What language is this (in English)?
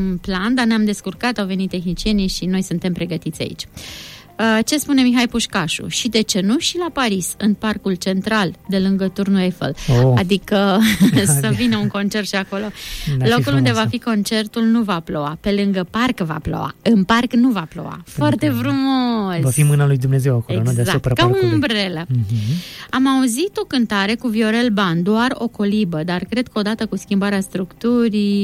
Romanian